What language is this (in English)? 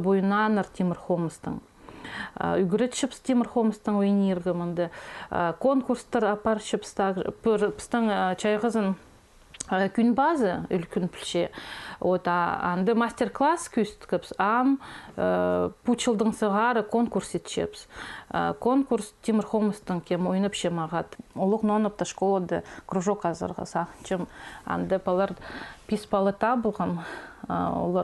Khakas